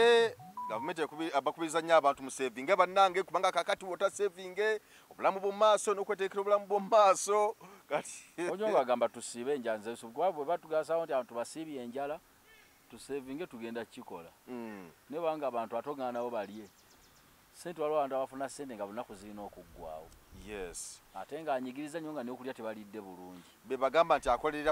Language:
Ganda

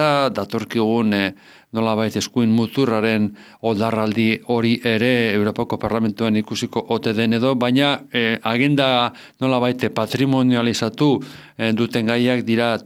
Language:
Basque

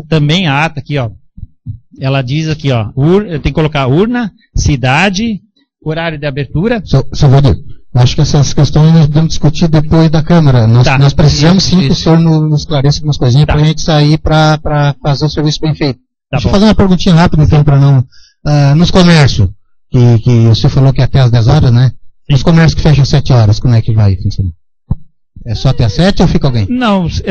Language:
Portuguese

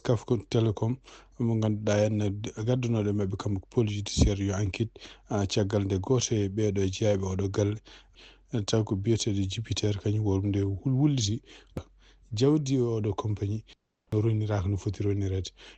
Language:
Fula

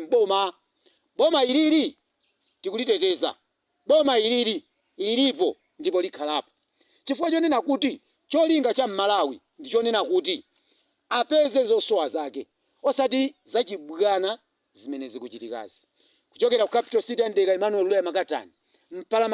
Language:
Nyanja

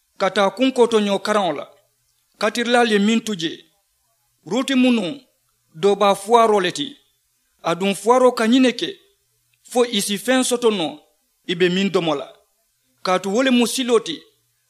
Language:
Mandingo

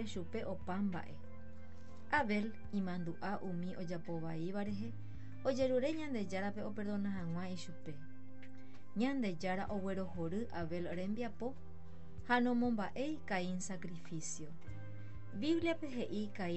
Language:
Guarani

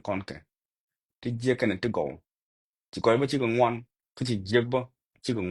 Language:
Nuer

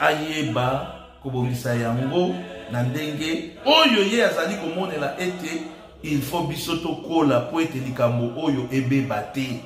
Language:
Lingala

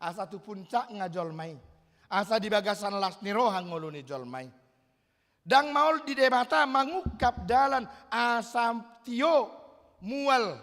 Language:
Batak Toba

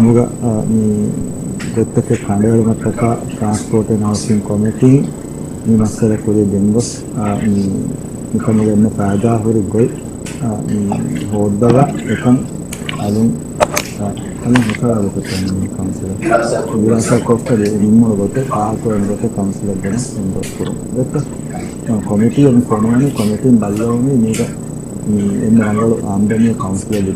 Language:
Divehi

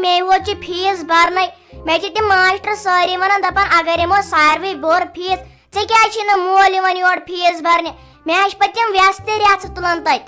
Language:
Kashmiri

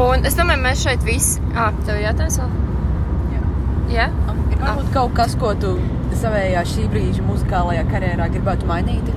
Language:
Latvian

